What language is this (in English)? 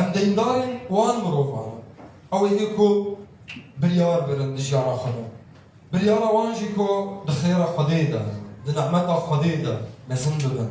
Kurdish